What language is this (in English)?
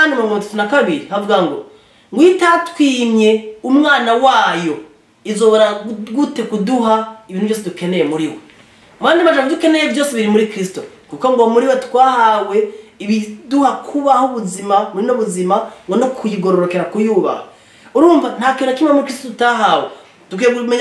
Rundi